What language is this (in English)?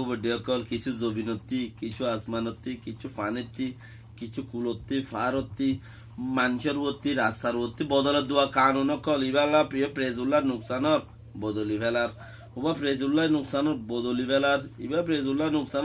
Rohingya